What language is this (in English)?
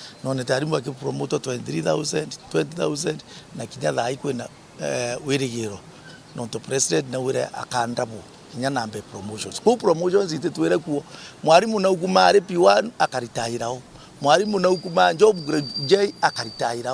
Meru